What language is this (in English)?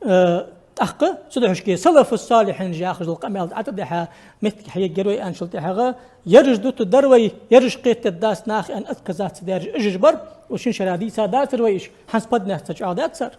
Ingush